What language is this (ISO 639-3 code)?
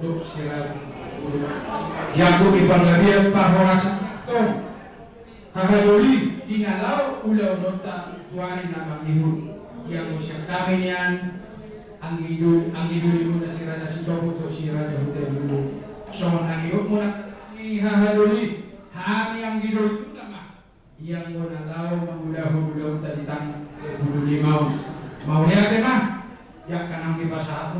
bbc